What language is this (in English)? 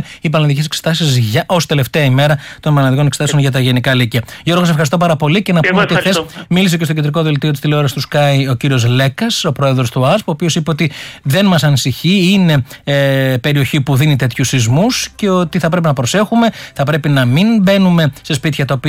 Greek